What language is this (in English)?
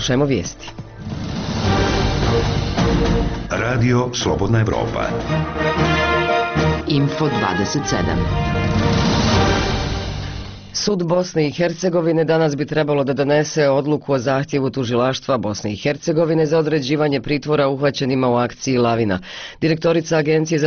Bosnian